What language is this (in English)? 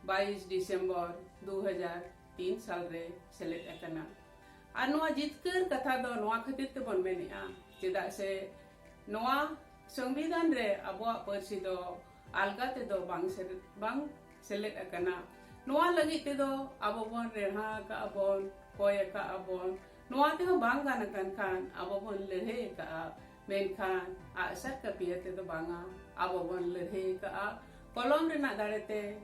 Santali